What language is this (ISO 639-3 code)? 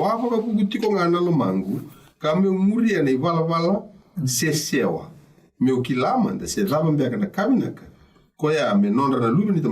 fij